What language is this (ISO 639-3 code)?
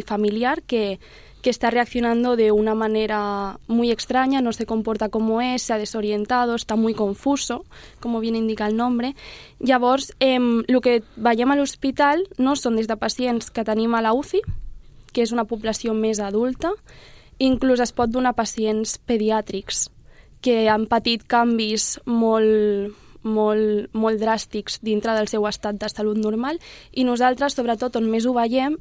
cat